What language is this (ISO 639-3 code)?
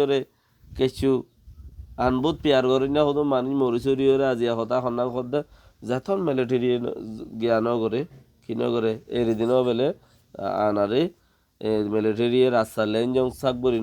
rhg